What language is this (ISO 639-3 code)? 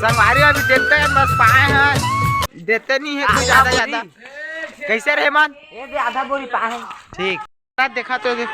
hne